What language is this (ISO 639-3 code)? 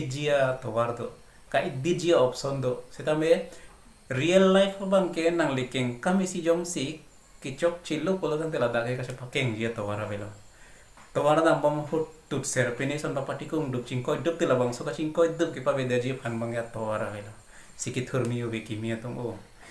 mjw